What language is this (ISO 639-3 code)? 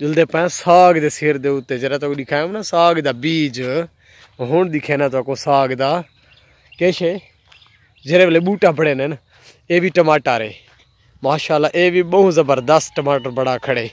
skr